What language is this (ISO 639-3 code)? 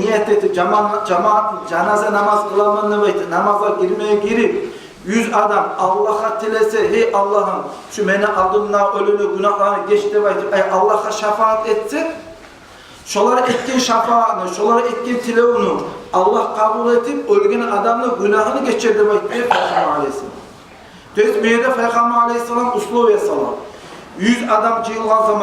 kum